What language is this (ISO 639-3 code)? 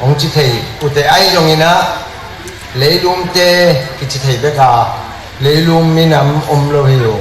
ctd